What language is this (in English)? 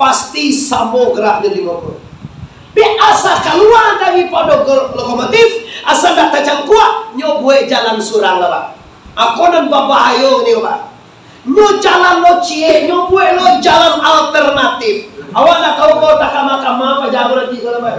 Minangkabau